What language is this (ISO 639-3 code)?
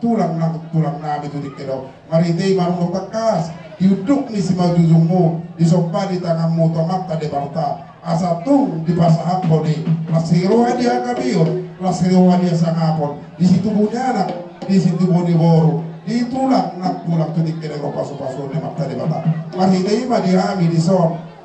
bbc